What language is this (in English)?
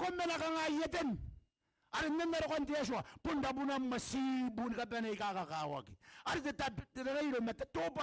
Gilbertese